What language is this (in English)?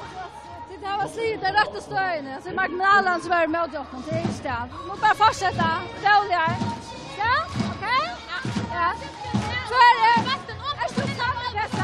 Faroese